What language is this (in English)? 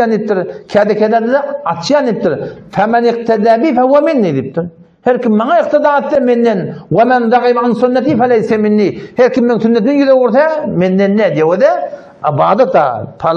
Turkmen